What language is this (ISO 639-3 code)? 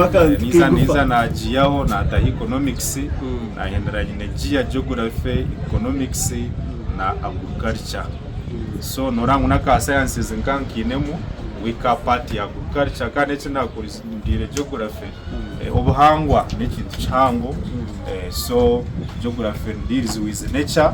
nyn